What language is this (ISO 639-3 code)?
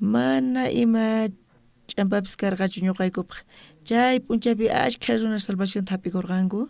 quh